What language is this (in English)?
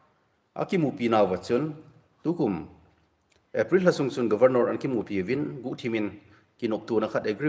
Thado Chin